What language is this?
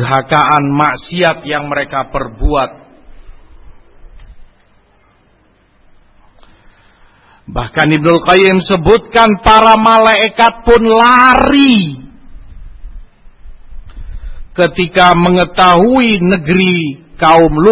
Indonesian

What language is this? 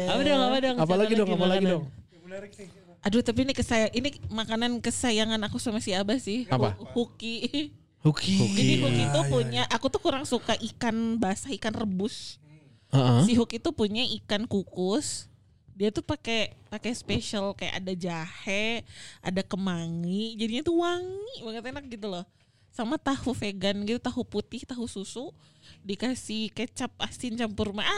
Indonesian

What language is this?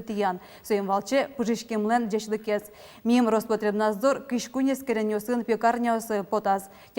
Udmurt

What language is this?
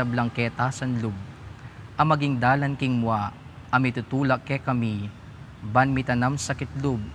Pampanga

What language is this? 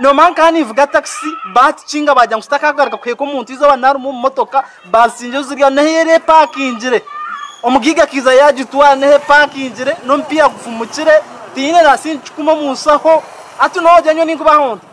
Nyankole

